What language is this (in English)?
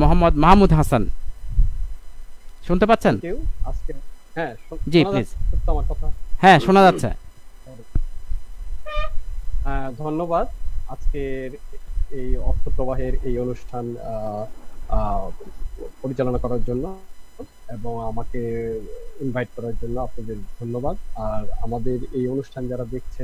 Bangla